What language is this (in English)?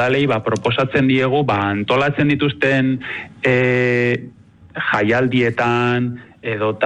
Basque